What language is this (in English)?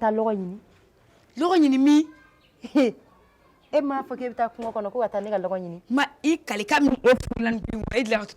Bambara